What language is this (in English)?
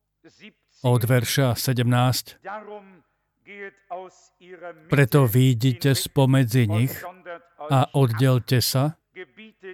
Slovak